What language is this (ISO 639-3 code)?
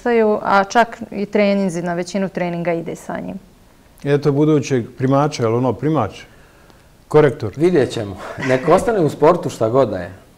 bos